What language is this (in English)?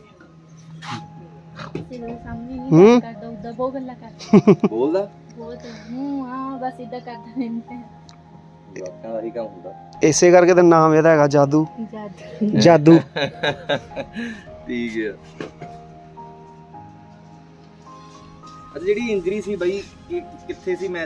Punjabi